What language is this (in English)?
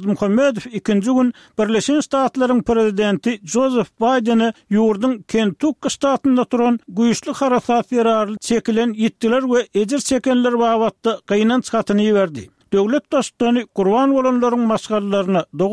Turkmen